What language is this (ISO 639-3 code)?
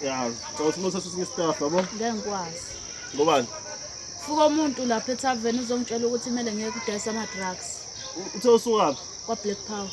zul